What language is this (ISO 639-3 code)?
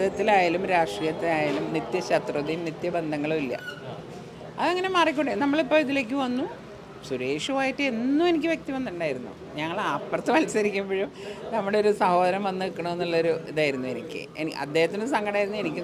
mal